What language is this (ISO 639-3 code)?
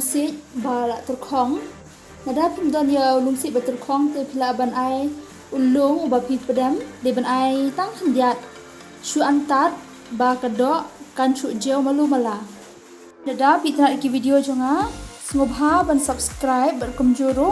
kha